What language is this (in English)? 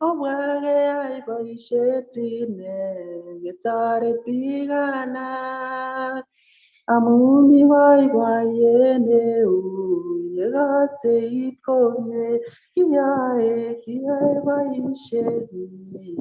Kalenjin